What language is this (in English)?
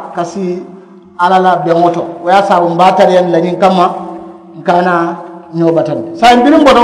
Mandingo